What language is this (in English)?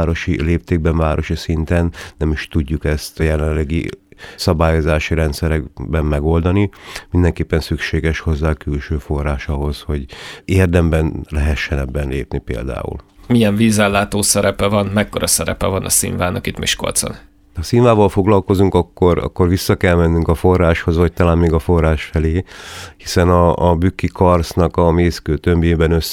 Hungarian